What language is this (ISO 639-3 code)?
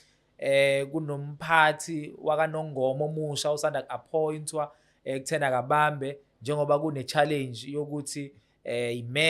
zul